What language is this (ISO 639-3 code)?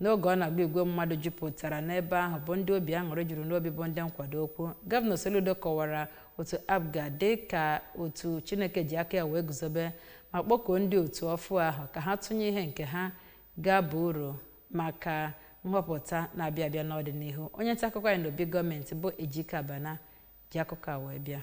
ibo